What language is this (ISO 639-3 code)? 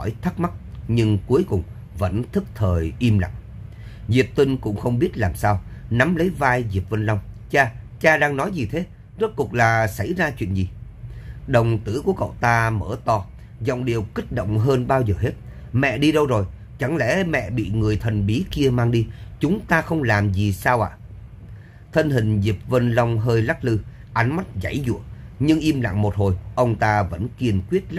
vie